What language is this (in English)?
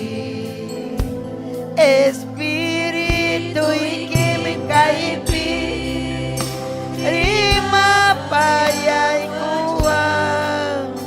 Ayacucho Quechua